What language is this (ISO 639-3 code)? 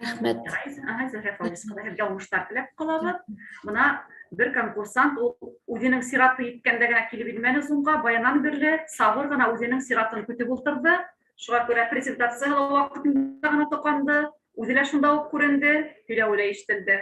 bak